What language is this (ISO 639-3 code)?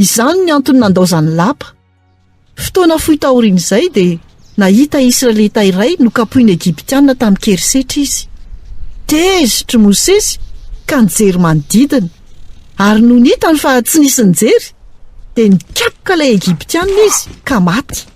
mlg